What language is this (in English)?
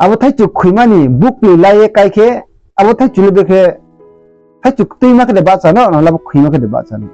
Riang (India)